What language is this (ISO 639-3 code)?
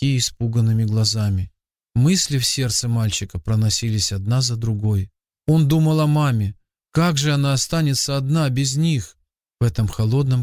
rus